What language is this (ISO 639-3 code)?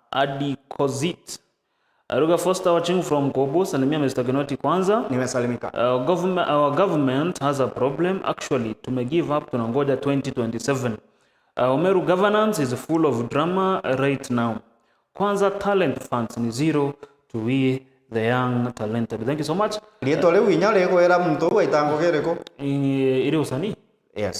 mer